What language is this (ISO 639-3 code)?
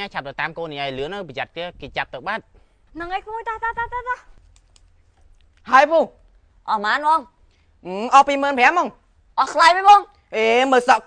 khm